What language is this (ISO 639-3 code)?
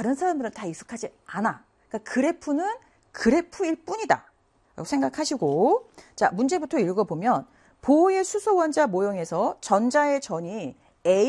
kor